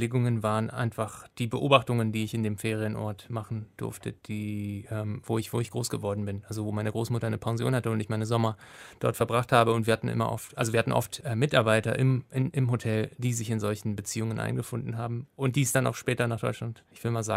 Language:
German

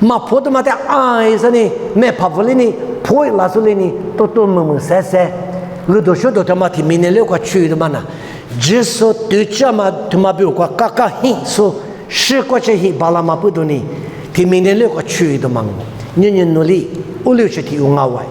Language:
Lisu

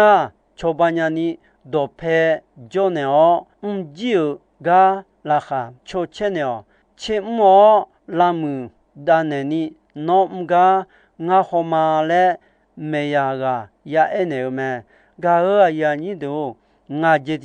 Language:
Akha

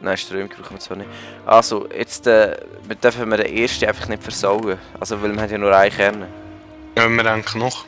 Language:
Swiss German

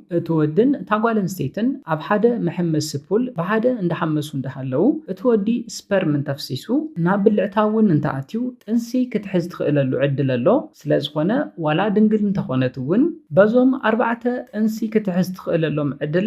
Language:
Tigrinya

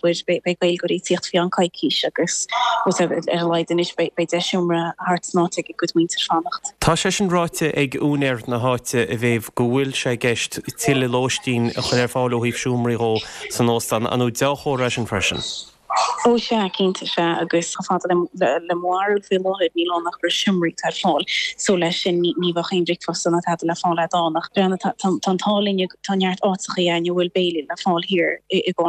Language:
Irish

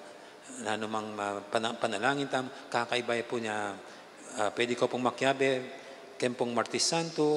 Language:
Pampanga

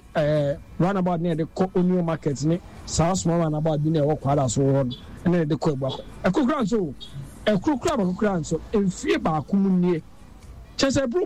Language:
Akan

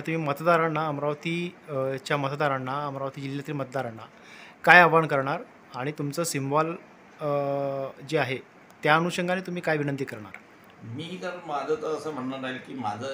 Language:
Marathi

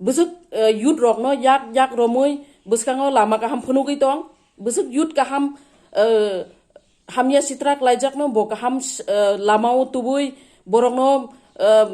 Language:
Kok Borok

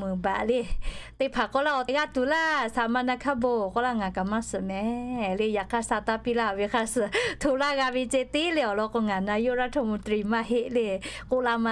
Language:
Lahu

